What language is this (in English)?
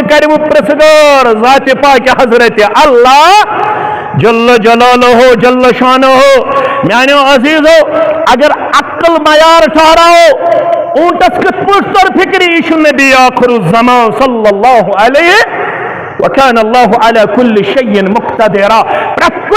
Kashmiri